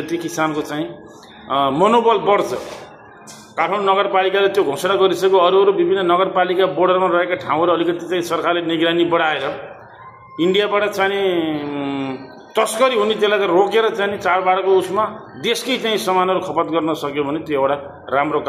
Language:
Nepali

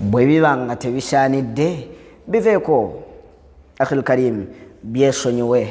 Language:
Ganda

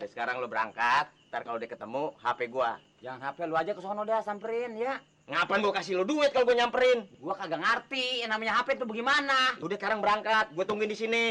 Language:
Betawi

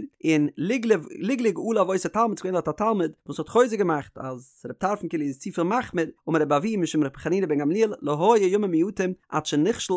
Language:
Yiddish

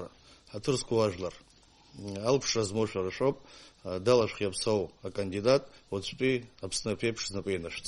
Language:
Abkhazian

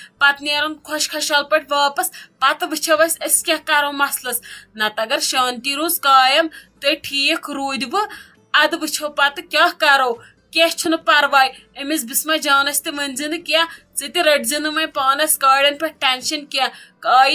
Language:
Kashmiri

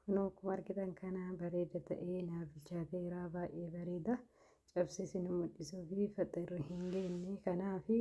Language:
Oromo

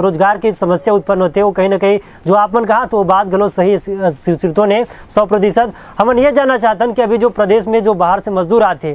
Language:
Chhattisgarhi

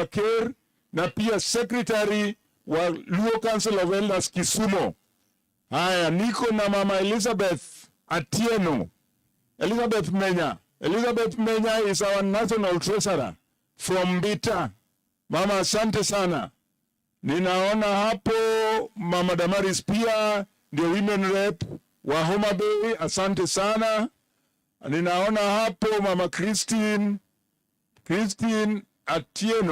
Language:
Luo (Kenya and Tanzania)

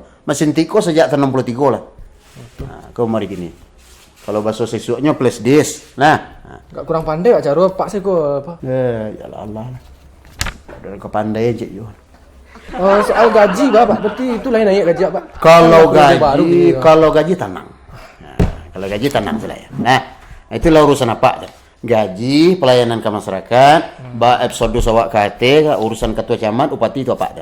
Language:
Minangkabau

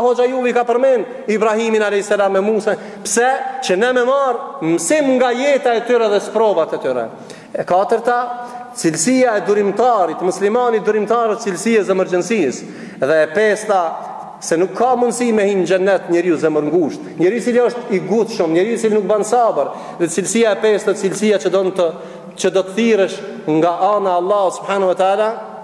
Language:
Albanian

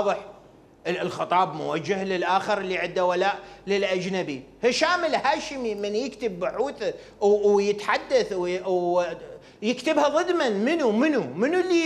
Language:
Mesopotamian Arabic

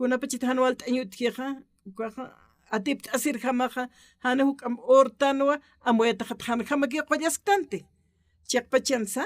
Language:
Aymara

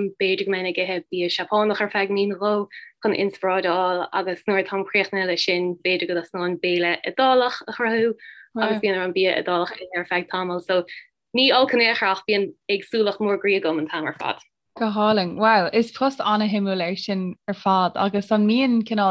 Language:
Irish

